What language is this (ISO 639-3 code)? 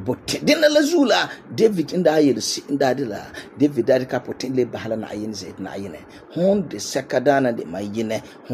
gur